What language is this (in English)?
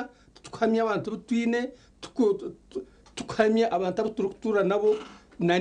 Nyankole